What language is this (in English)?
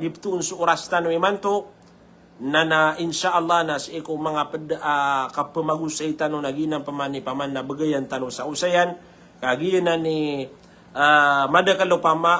Maranao